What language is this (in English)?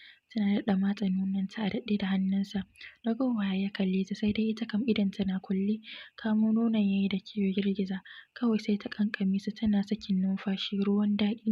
Hausa